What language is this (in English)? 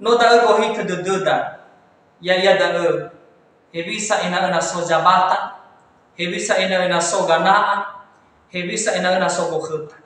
Nias